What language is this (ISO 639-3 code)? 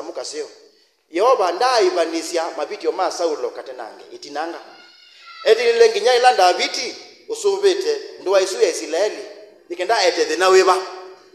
kam